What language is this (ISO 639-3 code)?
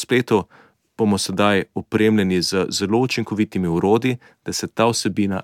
slv